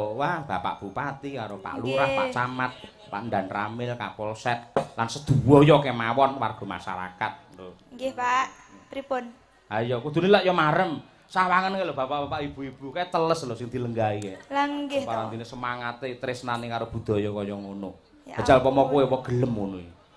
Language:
Javanese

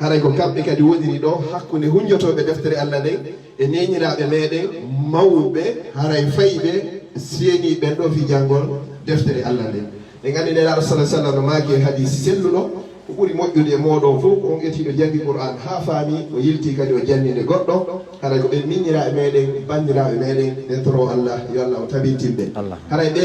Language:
Fula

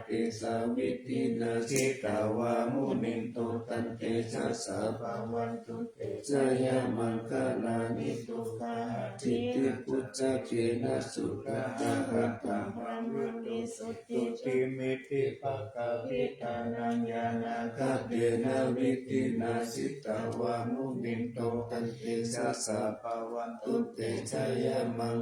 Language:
Pali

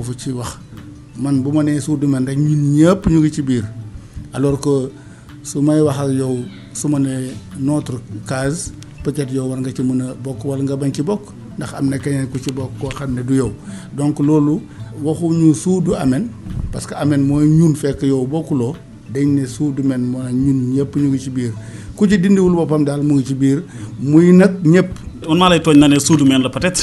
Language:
Wolof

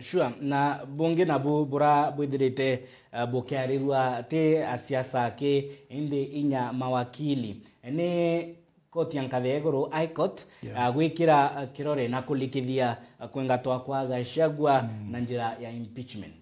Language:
Meru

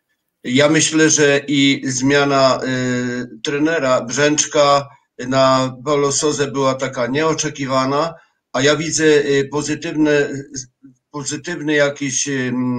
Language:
Polish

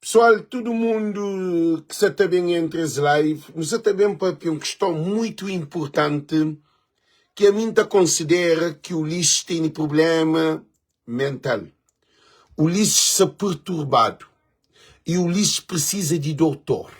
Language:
Kabuverdianu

